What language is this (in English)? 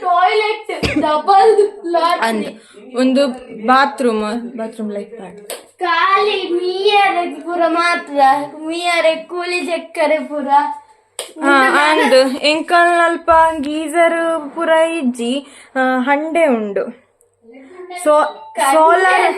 Tulu